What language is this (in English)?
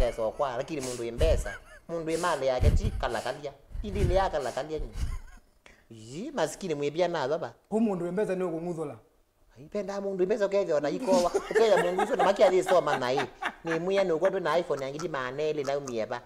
Kamba